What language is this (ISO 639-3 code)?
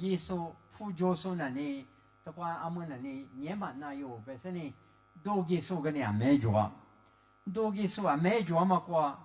lis